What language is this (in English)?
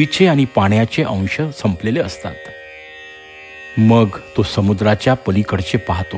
Marathi